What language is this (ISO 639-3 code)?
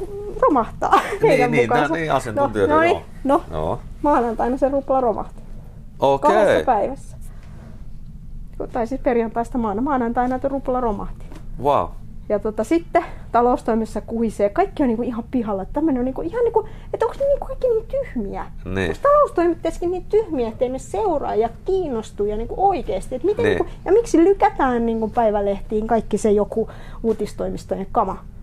fin